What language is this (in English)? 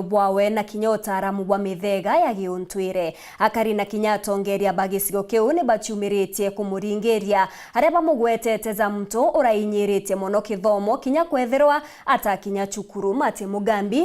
Meru